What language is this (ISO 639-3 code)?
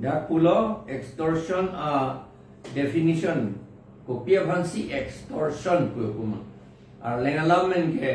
mjw